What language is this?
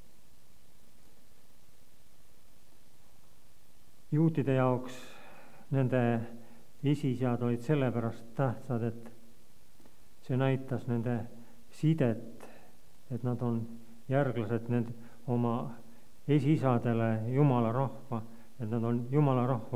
Estonian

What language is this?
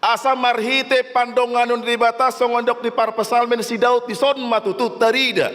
Batak Toba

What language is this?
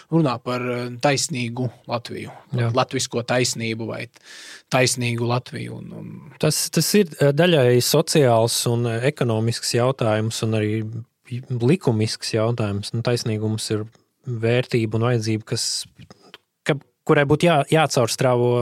Latvian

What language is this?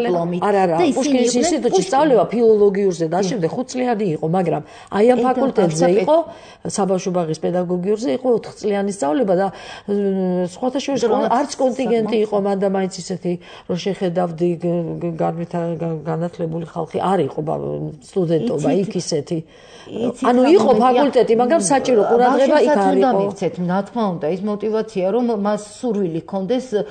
Georgian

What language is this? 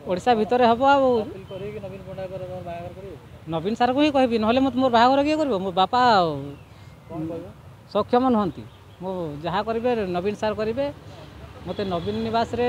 Odia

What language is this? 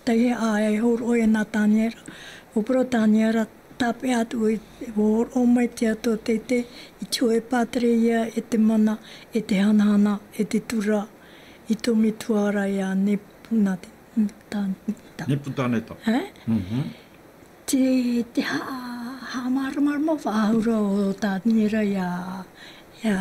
Tahitian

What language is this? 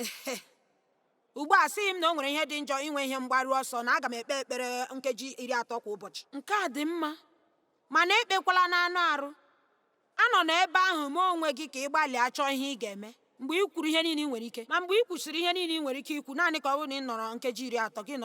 Igbo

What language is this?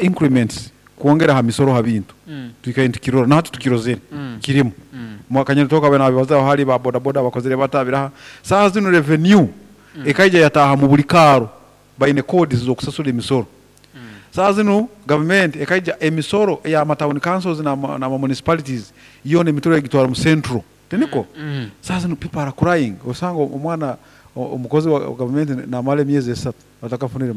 Nyoro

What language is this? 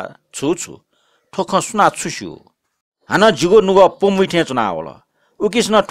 Newari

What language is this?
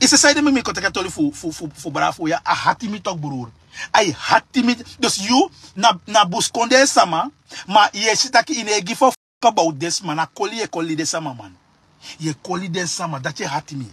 Sranan Tongo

